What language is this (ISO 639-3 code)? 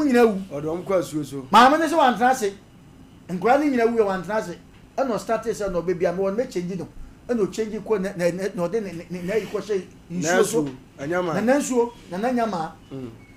aka